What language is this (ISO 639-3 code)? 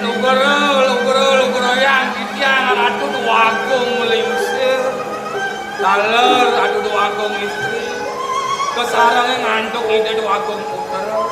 ban